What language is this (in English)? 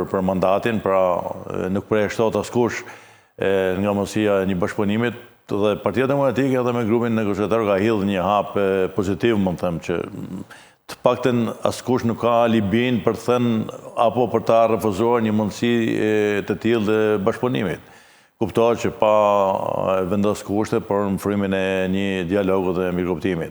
Albanian